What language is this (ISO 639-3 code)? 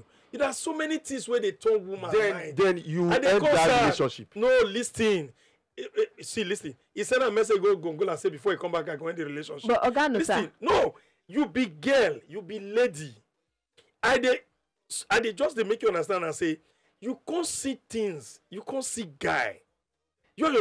pcm